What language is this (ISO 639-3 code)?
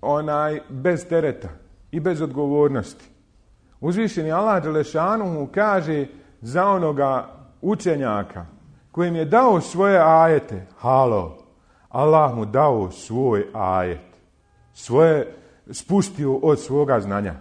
bos